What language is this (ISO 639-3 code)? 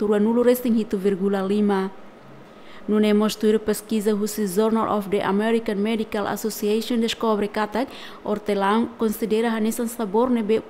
tet